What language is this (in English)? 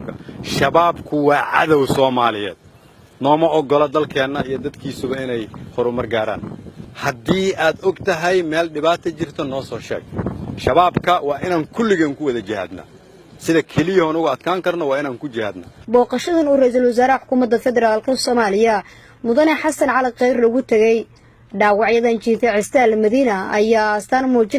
Somali